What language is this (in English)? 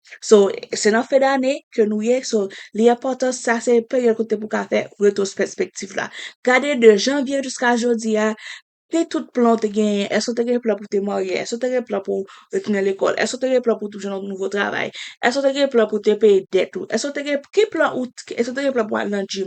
Haitian Creole